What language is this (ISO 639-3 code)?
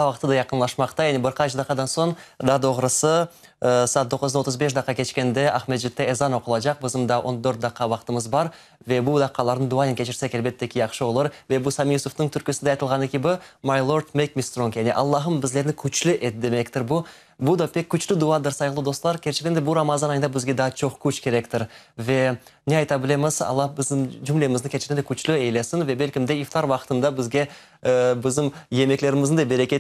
crh